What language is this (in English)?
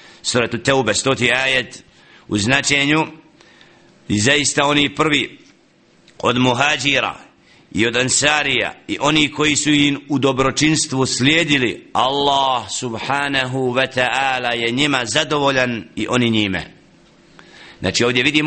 Bosnian